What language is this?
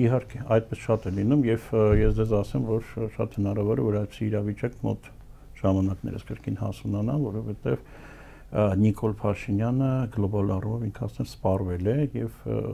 Armenian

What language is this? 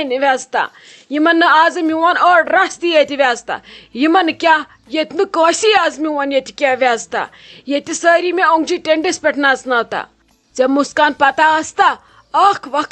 Kashmiri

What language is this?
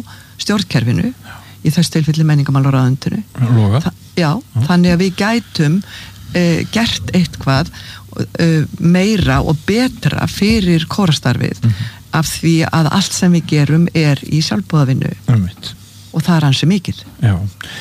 Icelandic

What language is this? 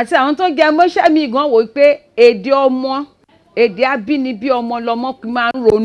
Yoruba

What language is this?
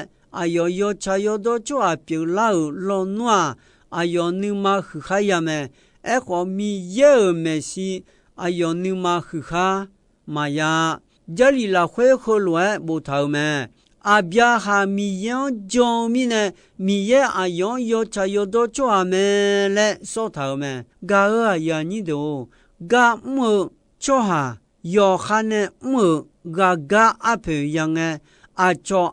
Akha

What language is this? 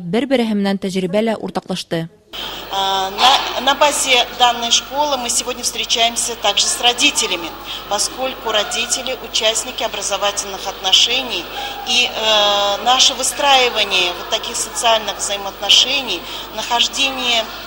Bashkir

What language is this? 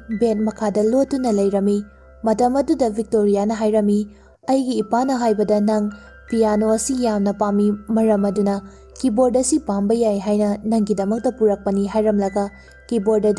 Manipuri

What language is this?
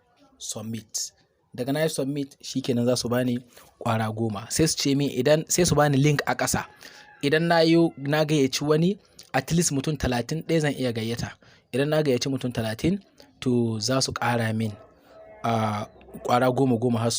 Hausa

